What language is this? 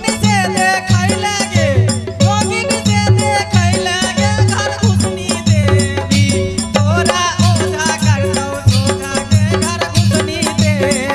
Maithili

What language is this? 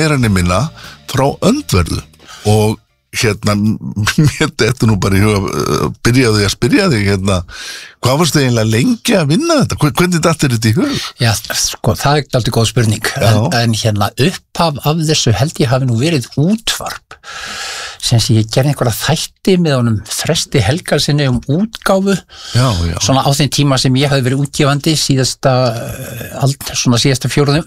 Icelandic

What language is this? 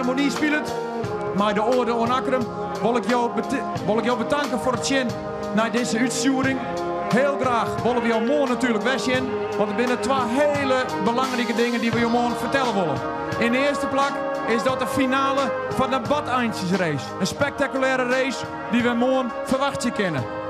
Western Frisian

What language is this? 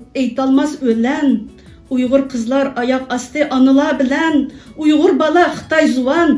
Uyghur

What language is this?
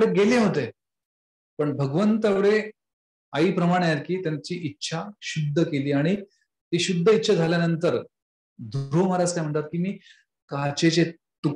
Marathi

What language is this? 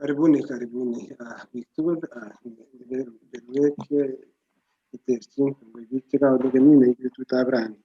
Kalenjin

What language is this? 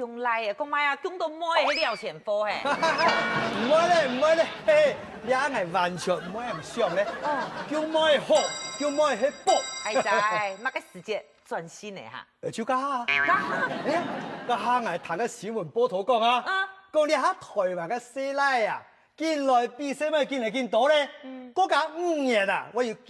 Hakka Chinese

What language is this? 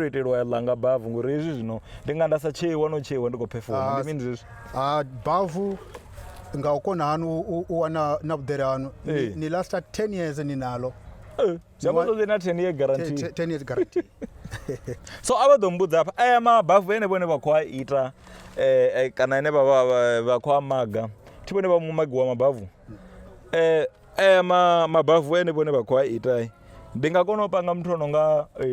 Venda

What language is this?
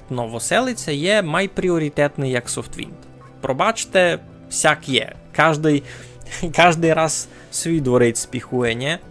Rusyn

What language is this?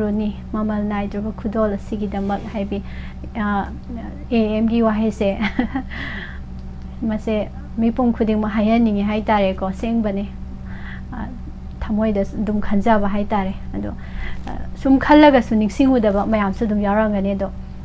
Manipuri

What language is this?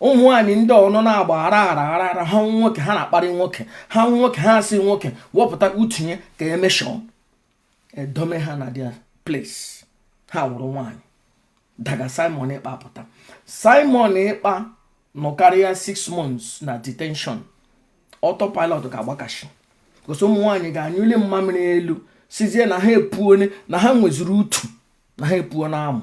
Igbo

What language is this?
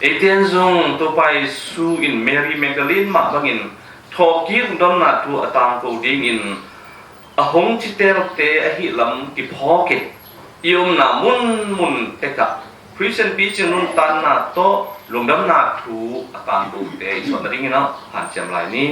Tedim Chin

